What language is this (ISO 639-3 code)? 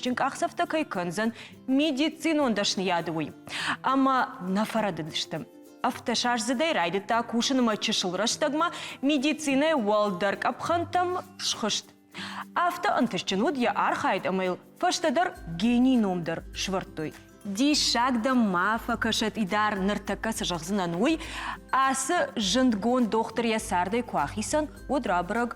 oss